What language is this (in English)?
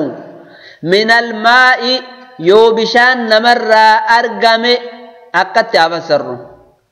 Oromo